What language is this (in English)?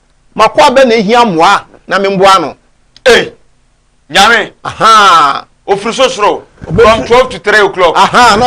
Akan